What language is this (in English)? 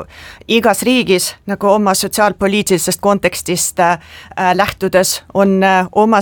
Estonian